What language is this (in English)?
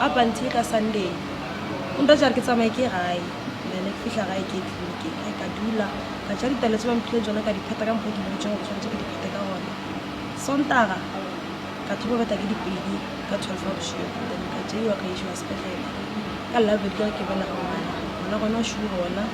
Northern Sotho